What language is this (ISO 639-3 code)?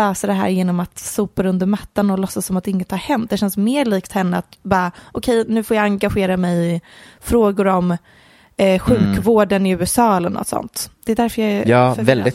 swe